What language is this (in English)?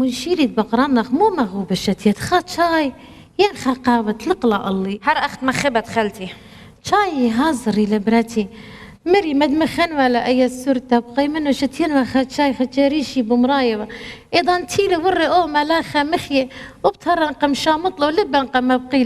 Assyrian Neo-Aramaic